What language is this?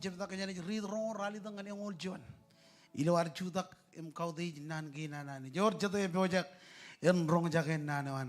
Marshallese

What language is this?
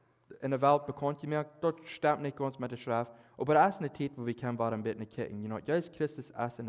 Plautdietsch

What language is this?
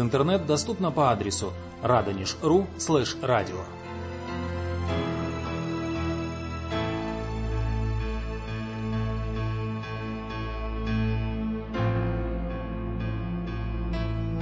Russian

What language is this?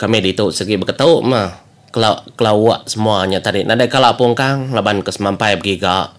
Iban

